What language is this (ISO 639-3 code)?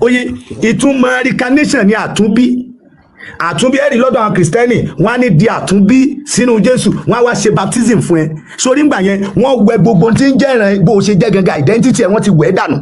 yor